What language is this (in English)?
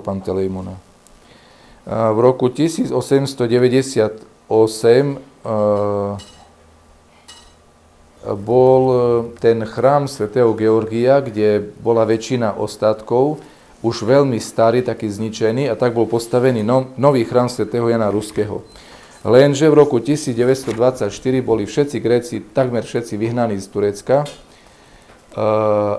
Slovak